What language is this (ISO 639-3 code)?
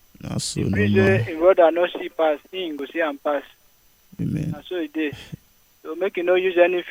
pcm